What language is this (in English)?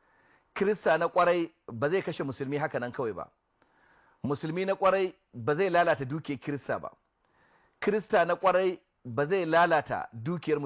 Hausa